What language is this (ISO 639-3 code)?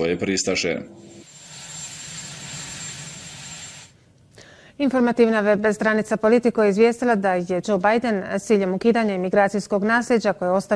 bos